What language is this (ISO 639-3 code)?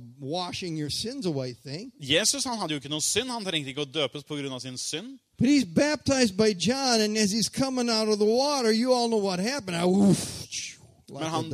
nor